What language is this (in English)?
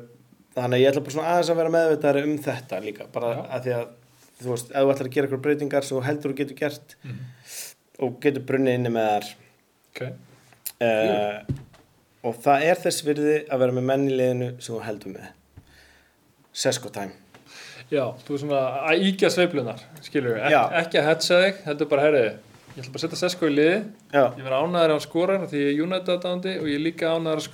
Icelandic